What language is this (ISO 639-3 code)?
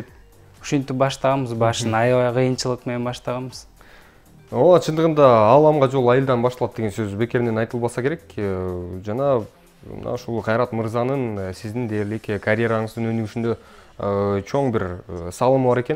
kir